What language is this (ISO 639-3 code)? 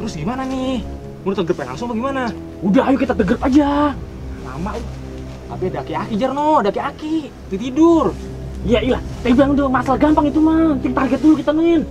bew